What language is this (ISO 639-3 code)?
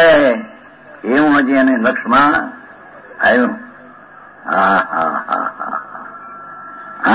guj